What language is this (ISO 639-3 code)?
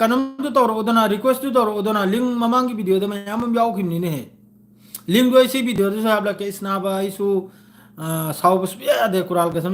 mni